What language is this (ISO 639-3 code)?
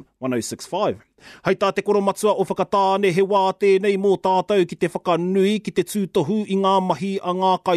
mri